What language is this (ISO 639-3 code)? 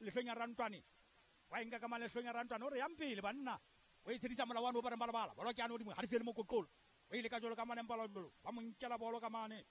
sot